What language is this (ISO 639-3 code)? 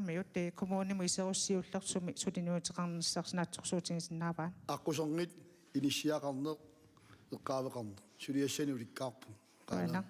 kal